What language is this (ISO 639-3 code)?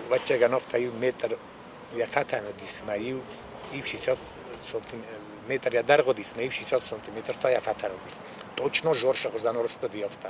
oss